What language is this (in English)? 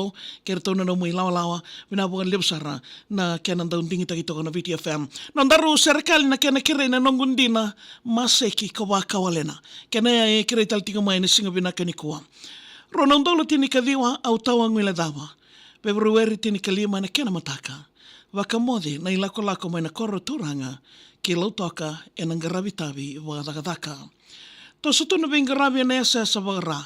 Fijian